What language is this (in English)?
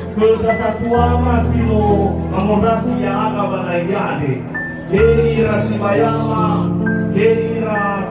Nias